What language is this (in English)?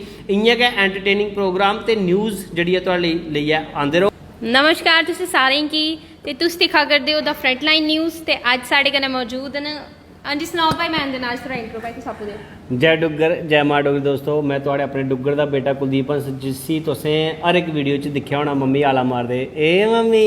Dogri